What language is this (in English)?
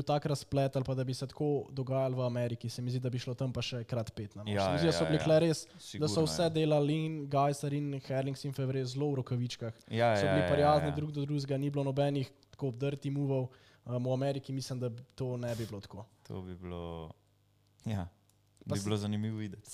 Slovenian